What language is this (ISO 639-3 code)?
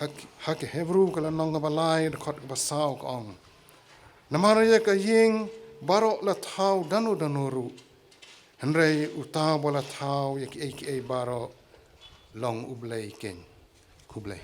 kha